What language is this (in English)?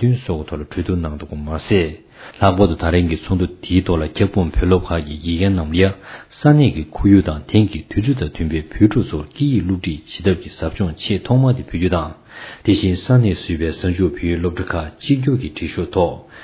Tibetan